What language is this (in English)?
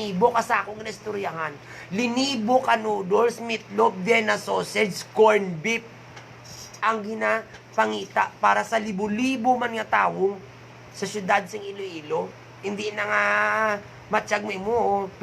Hiligaynon